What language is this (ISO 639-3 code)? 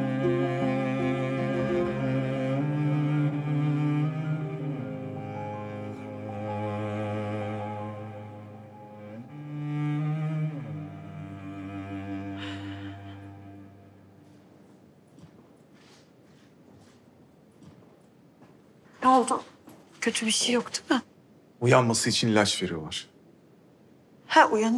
tur